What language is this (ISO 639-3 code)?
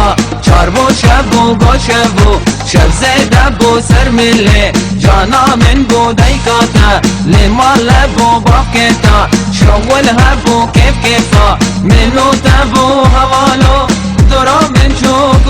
kur